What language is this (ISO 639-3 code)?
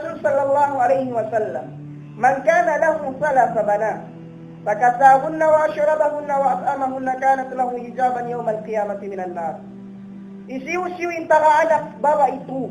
tsg